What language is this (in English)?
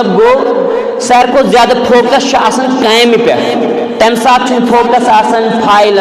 Kashmiri